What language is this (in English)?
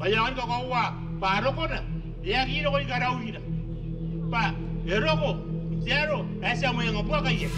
Gilbertese